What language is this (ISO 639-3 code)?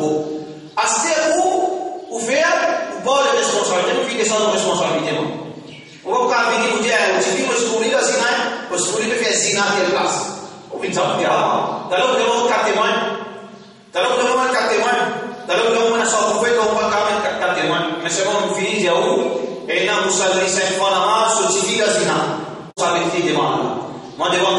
mfe